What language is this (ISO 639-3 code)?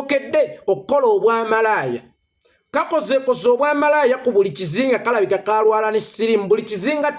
lug